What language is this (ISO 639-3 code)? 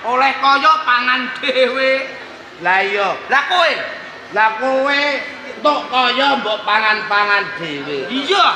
jav